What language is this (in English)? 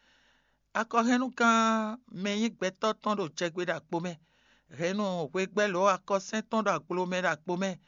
Fon